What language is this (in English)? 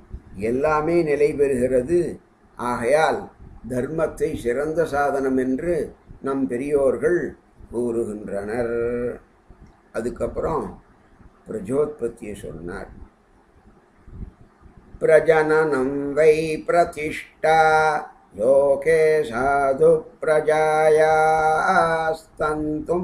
Tamil